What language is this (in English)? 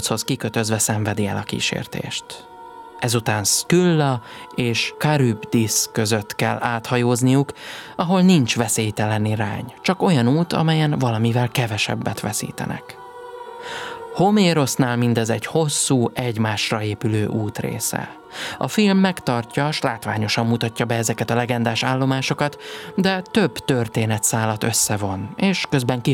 Hungarian